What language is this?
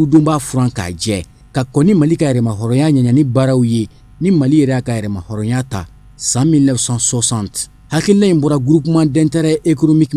Bambara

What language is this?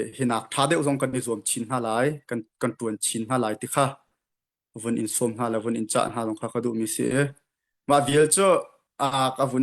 Hakha Chin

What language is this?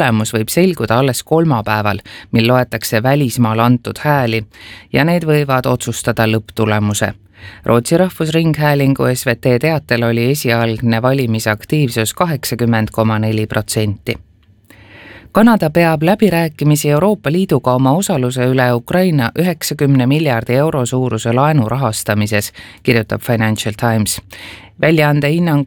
Estonian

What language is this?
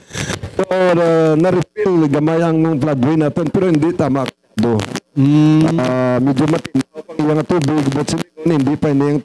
Hiligaynon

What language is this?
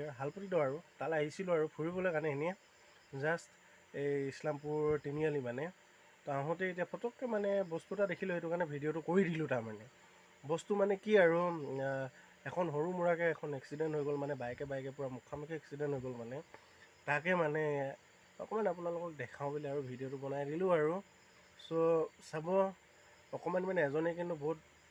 Assamese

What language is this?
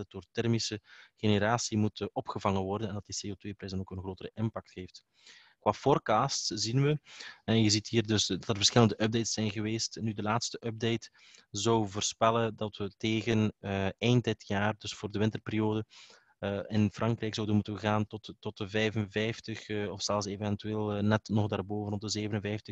Dutch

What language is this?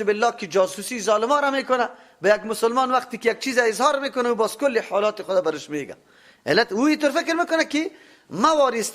Persian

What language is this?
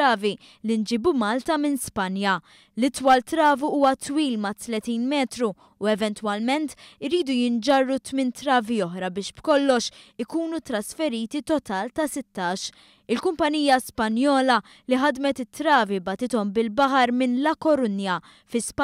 Maltese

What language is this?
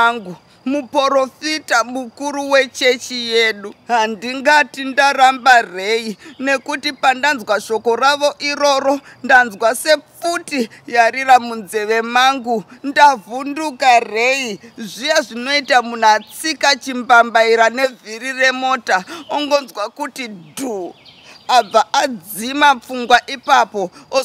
Shona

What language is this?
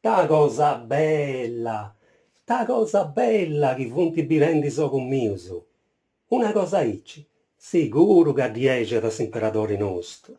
Sardinian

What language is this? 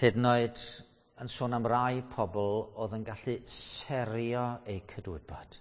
Welsh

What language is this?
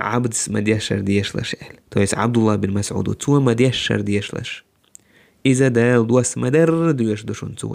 Chechen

